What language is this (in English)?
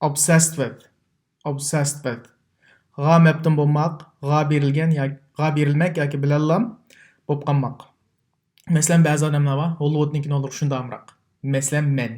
Uyghur